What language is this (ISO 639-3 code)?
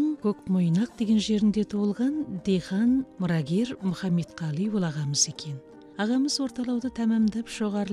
kaz